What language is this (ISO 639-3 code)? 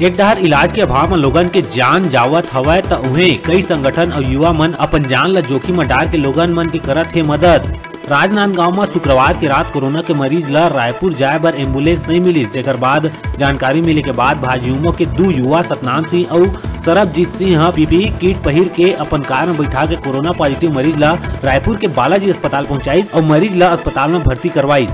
hne